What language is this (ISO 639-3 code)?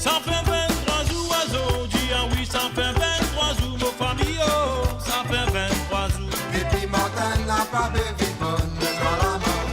mfe